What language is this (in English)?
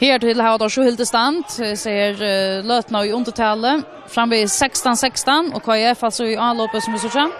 Faroese